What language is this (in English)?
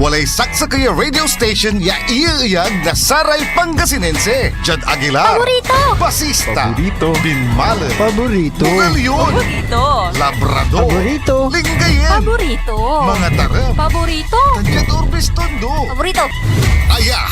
Pangasinan